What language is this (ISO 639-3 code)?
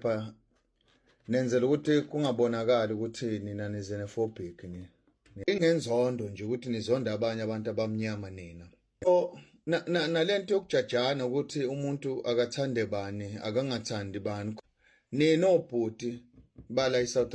zul